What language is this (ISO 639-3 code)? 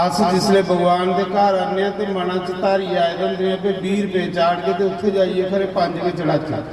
doi